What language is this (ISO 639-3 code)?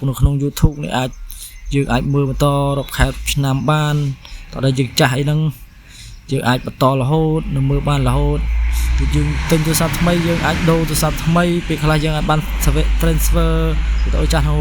khm